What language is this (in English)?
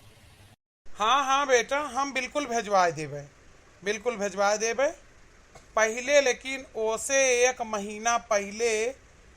Awadhi